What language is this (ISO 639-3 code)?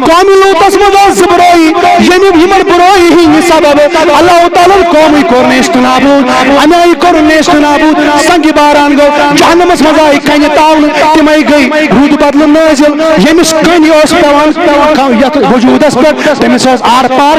kas